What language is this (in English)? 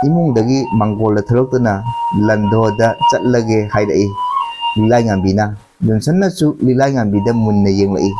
Manipuri